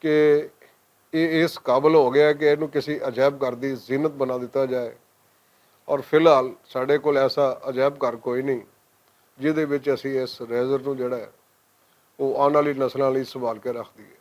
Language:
Western Panjabi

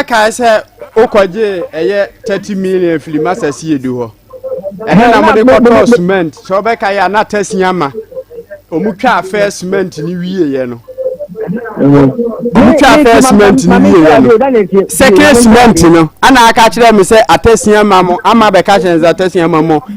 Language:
Akan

